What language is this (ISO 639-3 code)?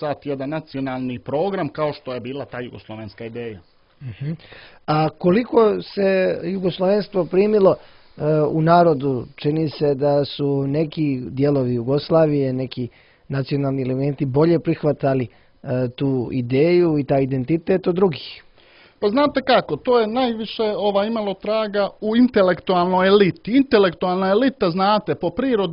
hrv